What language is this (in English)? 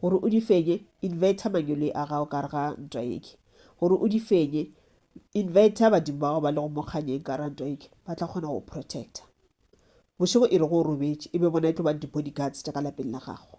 Northern Sotho